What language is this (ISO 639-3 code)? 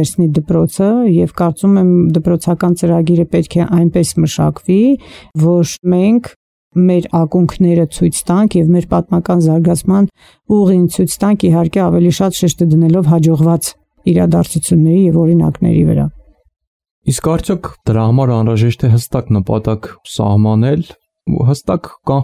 hye